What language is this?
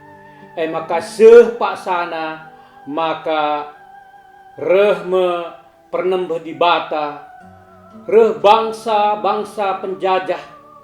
Batak Karo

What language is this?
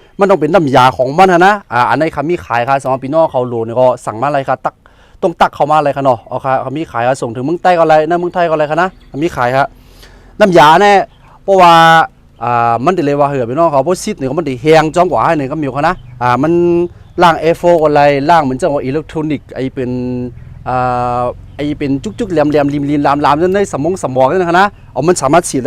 Shan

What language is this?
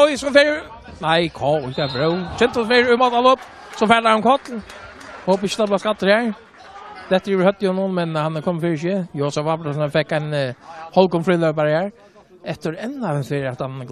Faroese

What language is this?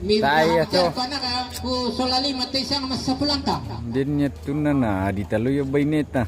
Toraja-Sa'dan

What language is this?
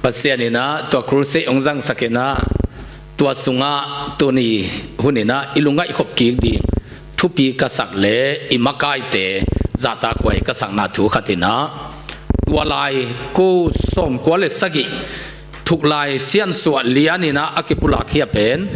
Tedim Chin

